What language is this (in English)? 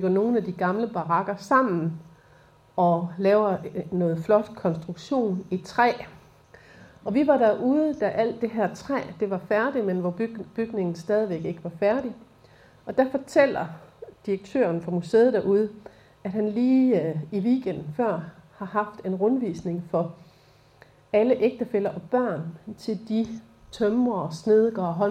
Danish